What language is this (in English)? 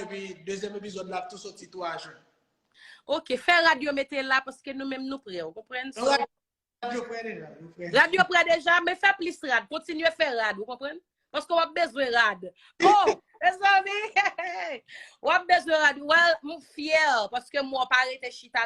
Haitian Creole